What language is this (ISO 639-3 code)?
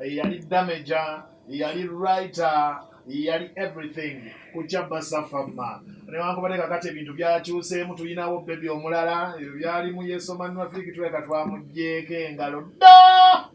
lug